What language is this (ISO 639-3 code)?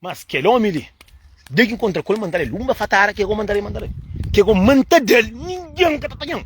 kea